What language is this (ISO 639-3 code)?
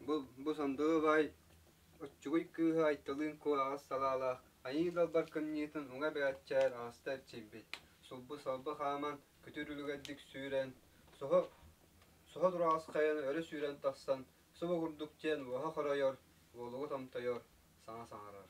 sah